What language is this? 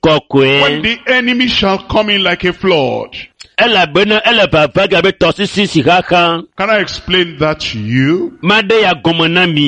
Ewe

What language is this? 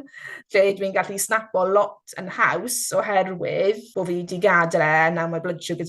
Welsh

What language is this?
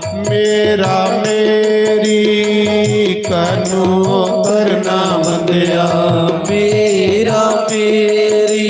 Dogri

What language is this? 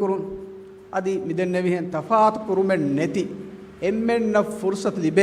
Divehi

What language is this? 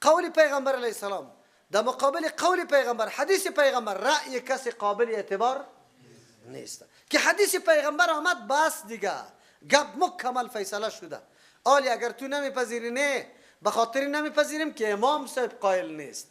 Persian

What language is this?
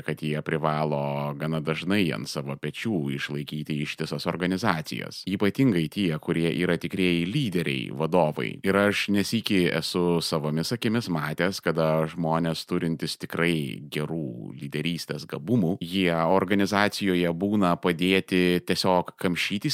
Lithuanian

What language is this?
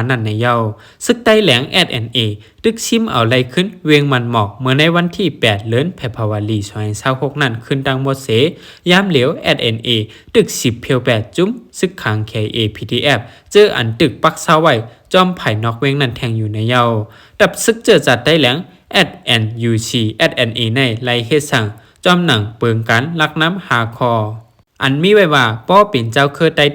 Shan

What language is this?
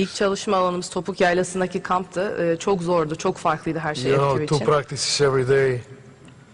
Turkish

